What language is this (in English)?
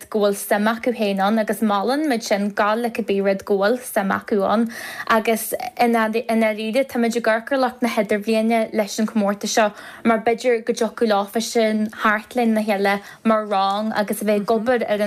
Irish